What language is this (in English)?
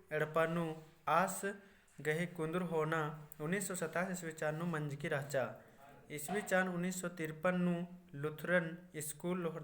Kurukh